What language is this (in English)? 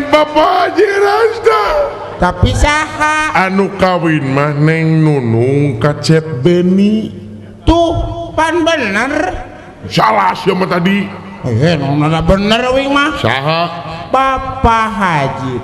Sundanese